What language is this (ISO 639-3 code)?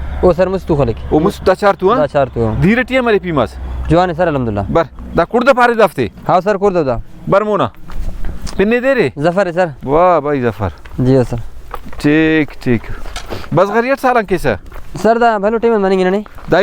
brh